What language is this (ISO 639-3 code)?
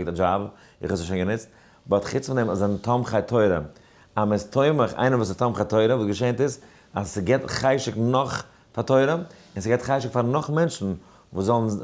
yid